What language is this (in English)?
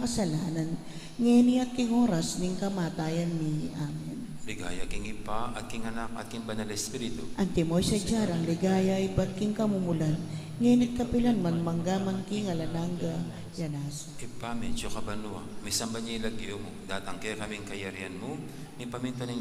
Pampanga